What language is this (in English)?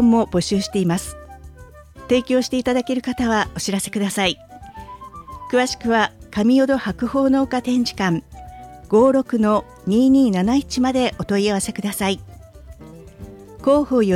Japanese